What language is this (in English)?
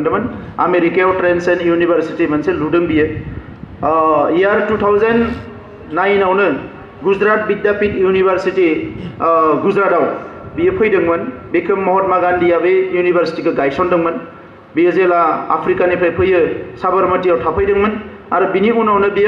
Bodo